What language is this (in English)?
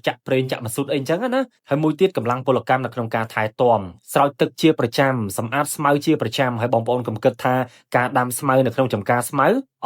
Khmer